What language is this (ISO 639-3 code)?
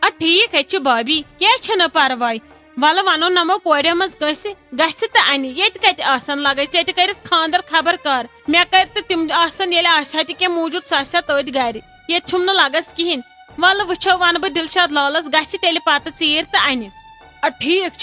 kas